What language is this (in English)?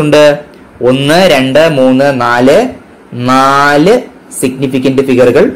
Malayalam